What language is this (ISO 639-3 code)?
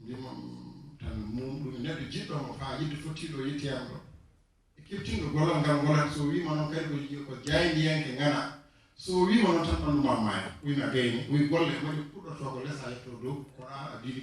ful